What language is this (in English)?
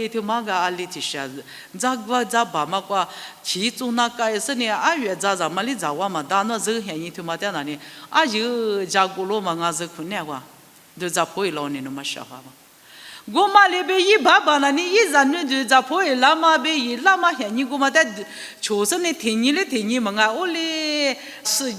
Lisu